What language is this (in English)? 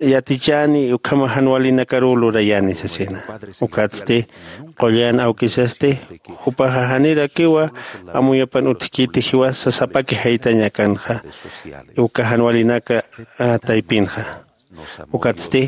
Aymara